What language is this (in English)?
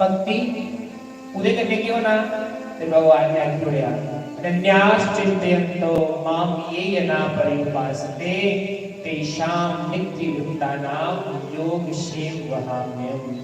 Dogri